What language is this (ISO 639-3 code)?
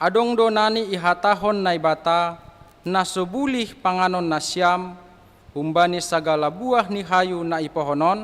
bts